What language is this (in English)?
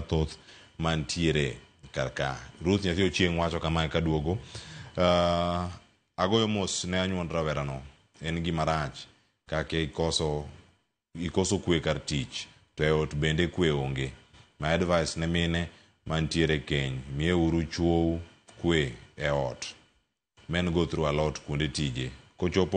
Luo (Kenya and Tanzania)